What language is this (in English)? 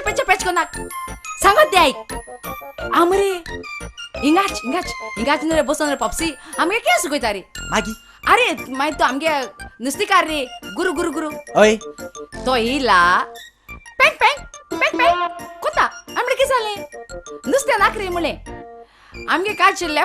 Konkani